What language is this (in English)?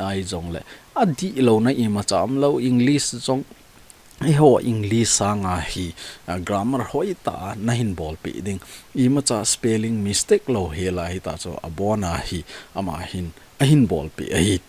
Thado Chin